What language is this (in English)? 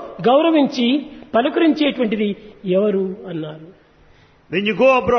Telugu